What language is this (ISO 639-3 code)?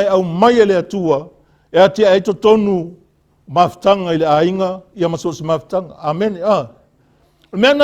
smo